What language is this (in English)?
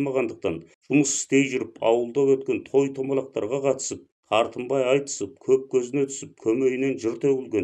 Kazakh